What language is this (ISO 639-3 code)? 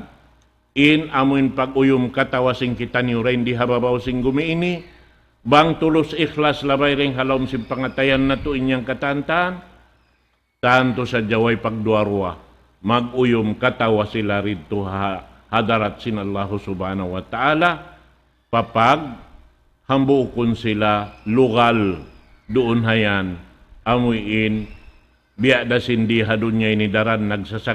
tsg